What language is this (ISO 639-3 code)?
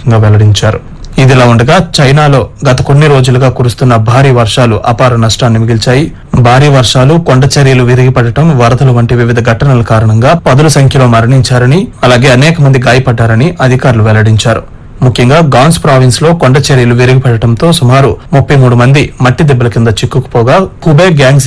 tel